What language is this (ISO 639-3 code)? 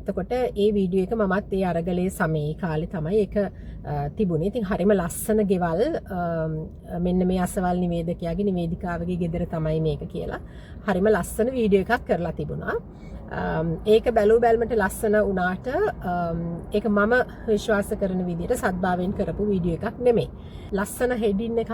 sin